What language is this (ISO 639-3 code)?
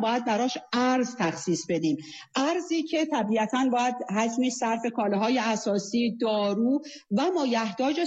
fas